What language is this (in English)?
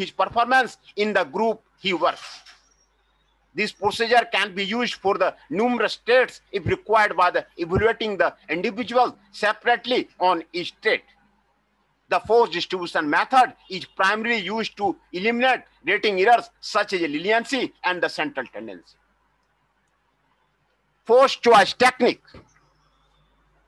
English